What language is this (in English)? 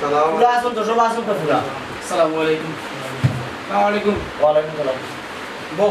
Sylheti